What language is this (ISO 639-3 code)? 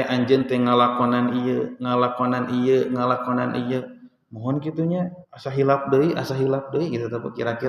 sun